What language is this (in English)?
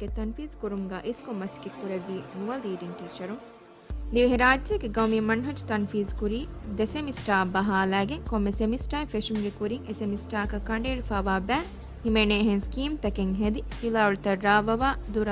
Divehi